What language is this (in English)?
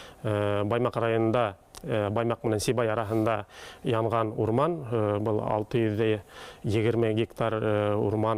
Bashkir